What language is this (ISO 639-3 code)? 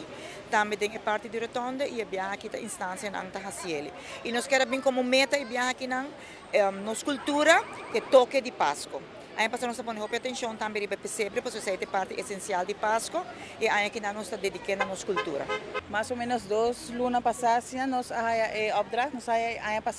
pap